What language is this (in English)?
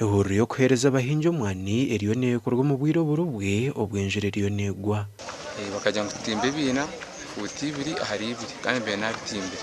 Nyankole